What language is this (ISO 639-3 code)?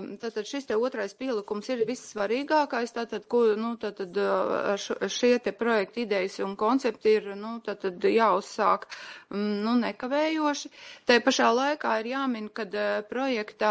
lav